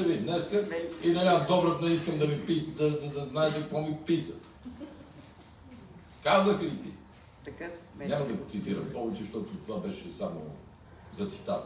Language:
Bulgarian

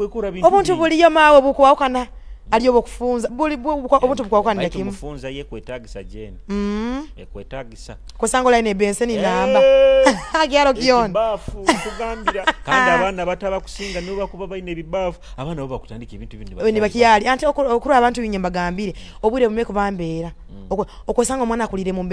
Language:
Nyoro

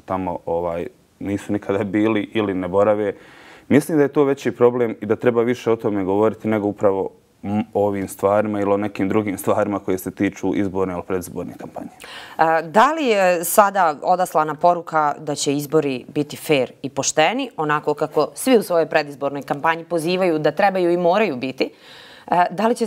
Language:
Bosnian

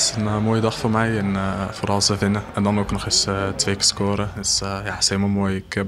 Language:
Western Frisian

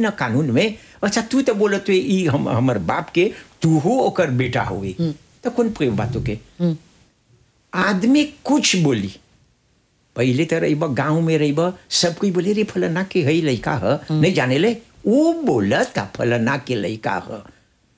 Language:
Bhojpuri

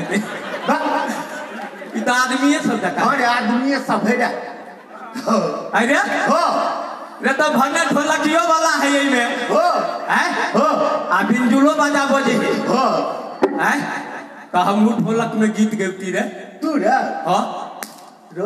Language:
Maithili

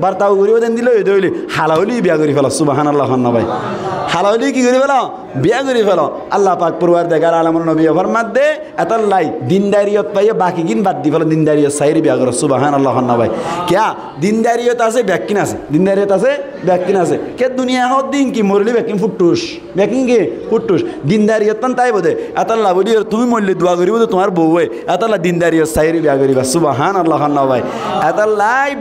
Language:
Rohingya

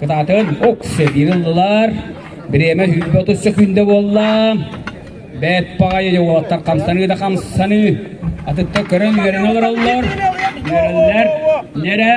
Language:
Yakut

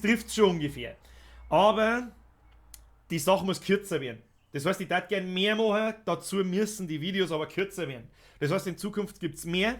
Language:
Bavarian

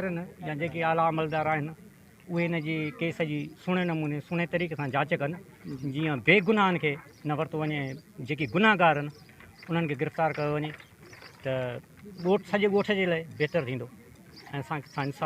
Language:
Sindhi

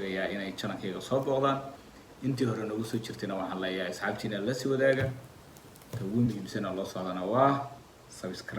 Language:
Somali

